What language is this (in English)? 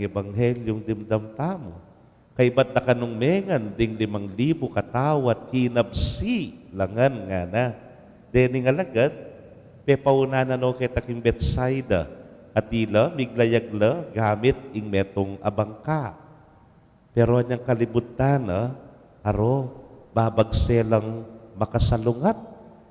Pampanga